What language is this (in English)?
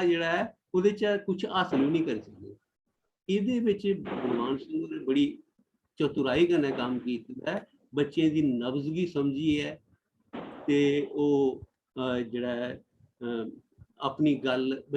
Dogri